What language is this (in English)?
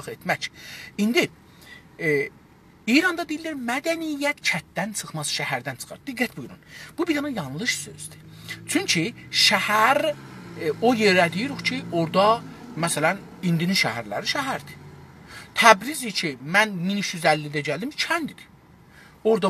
South Azerbaijani